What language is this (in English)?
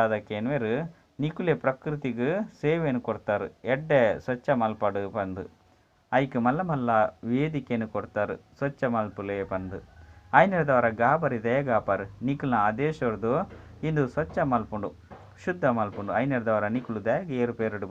Tulu